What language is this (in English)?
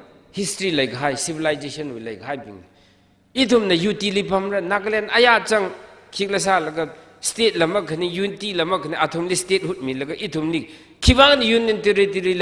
Tangkhul Naga (India)